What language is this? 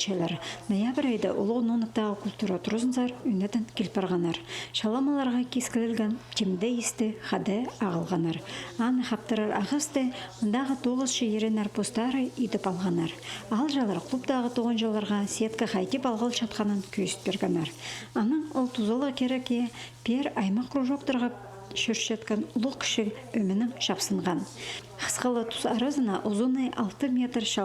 Khakas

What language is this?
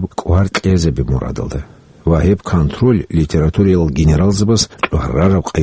Avaric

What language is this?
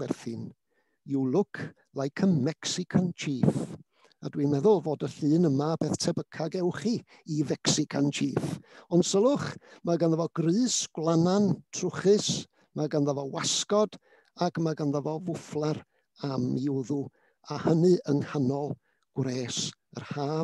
Welsh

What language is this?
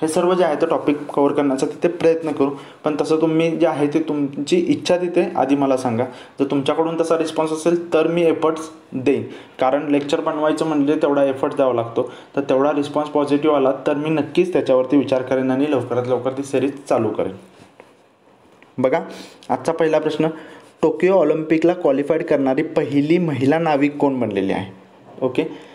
Marathi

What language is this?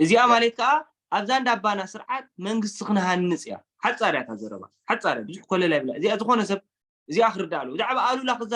Tigrinya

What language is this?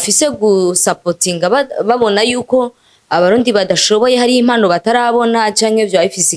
Rundi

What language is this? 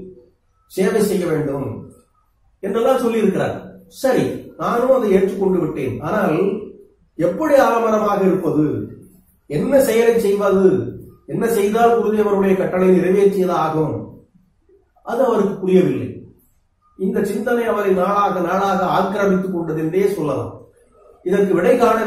Tamil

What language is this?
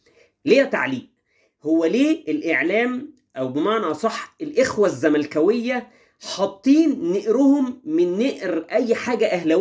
Egyptian Arabic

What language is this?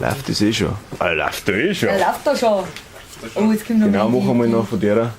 Bavarian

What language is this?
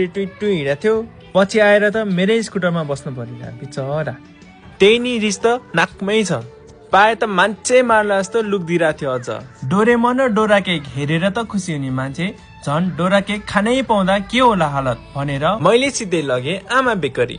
Nepali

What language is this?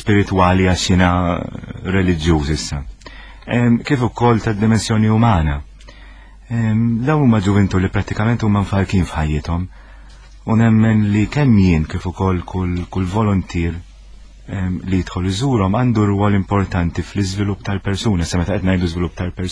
Maltese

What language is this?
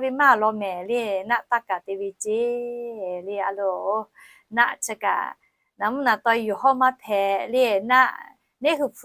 Lahu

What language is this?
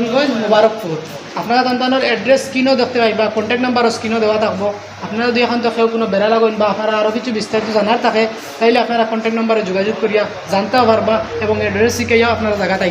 Sylheti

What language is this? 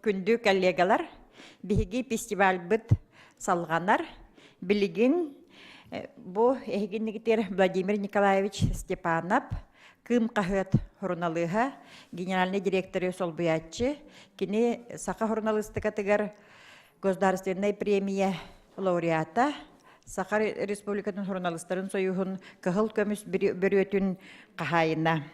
Yakut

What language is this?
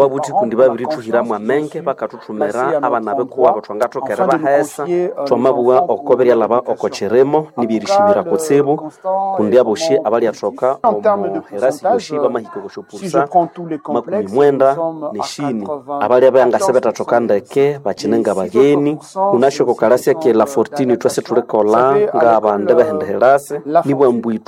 Nande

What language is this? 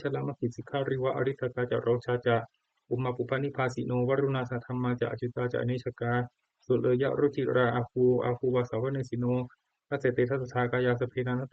Pali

